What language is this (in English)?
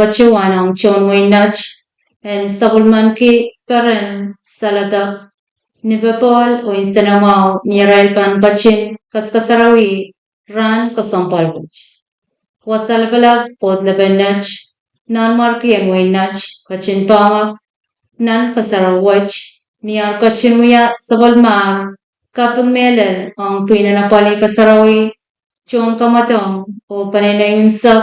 Pohnpeian